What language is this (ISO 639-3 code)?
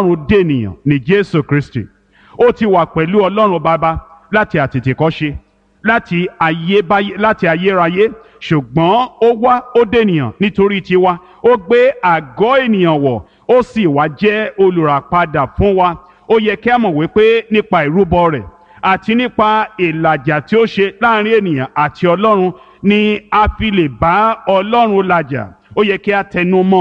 yor